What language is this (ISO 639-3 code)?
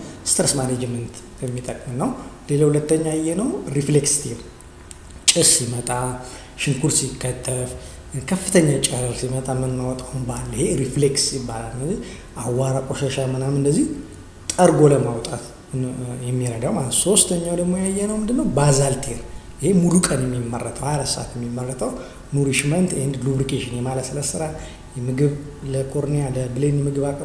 amh